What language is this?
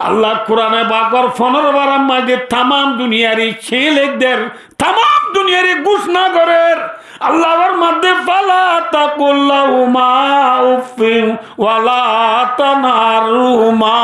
Rohingya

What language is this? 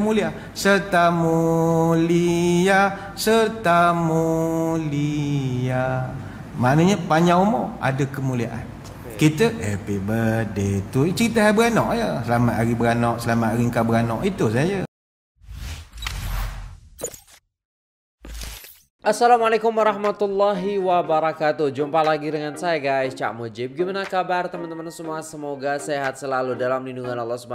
Malay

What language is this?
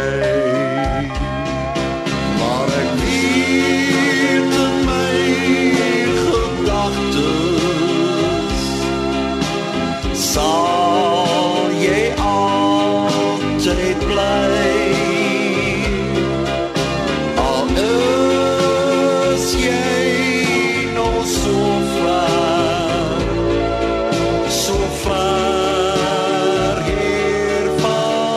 Afrikaans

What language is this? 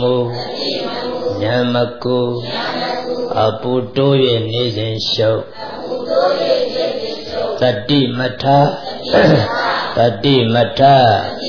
Burmese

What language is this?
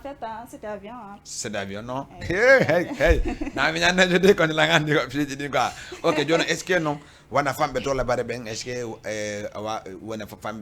Fula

